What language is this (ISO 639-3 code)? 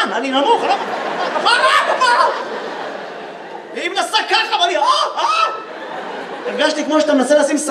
heb